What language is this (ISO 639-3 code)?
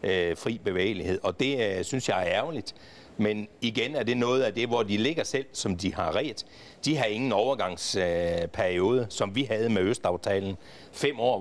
dan